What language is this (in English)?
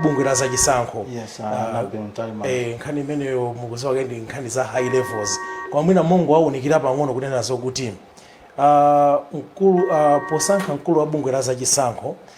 Nyanja